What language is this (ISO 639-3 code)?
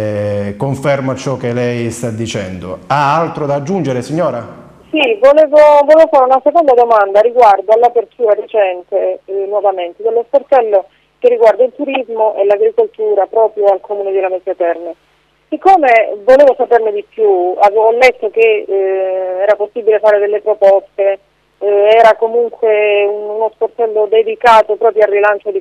ita